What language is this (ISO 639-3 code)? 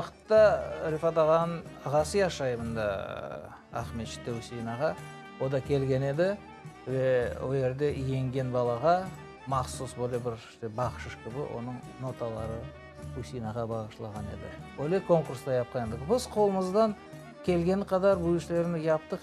crh